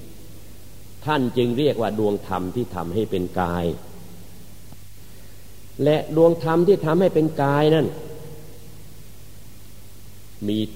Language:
Thai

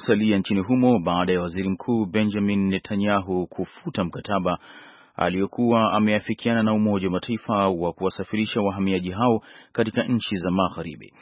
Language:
Swahili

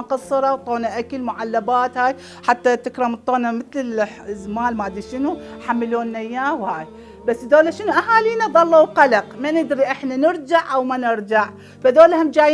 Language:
Mesopotamian Arabic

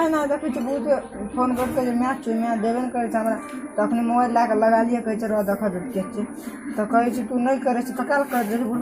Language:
Maithili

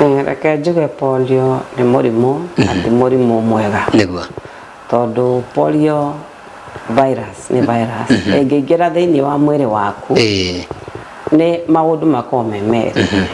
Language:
Kikuyu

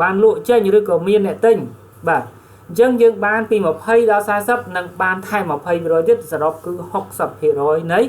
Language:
Khmer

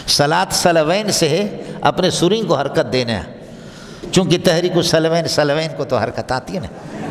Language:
Urdu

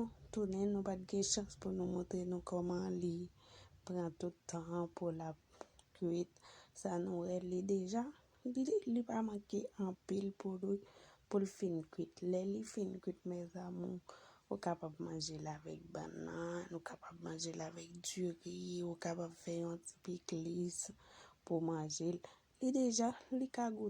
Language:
Haitian Creole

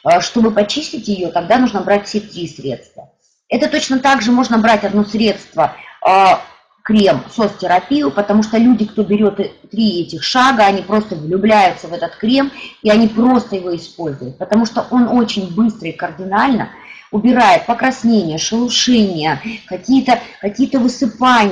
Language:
Russian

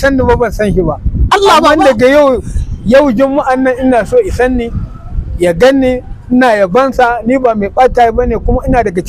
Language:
Hausa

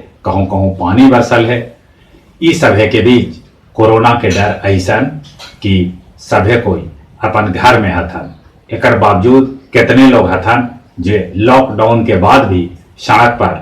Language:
Magahi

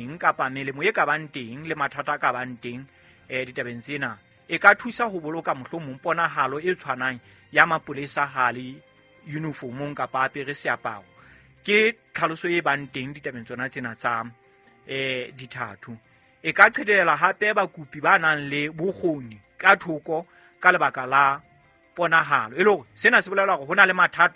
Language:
Southern Sotho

